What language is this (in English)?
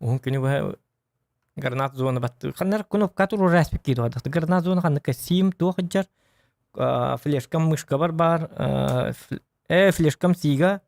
Yakut